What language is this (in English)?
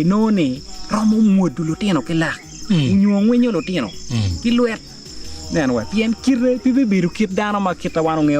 Acoli